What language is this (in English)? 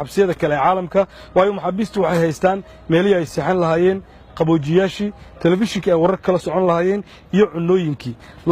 Somali